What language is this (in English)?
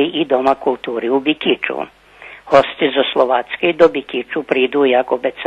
Rusyn